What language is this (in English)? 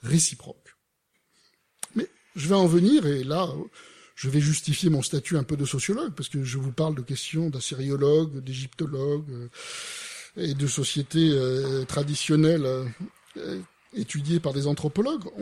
French